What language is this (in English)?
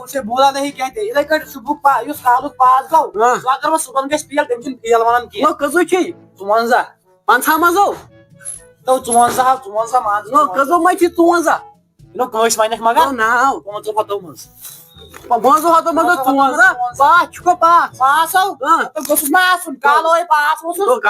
Kashmiri